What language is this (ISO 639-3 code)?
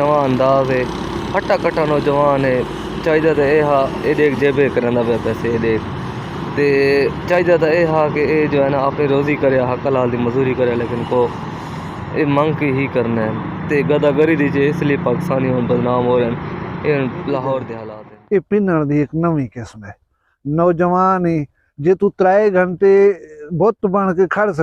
skr